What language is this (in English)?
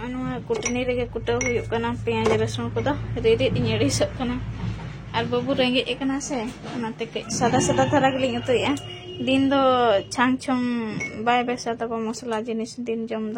Santali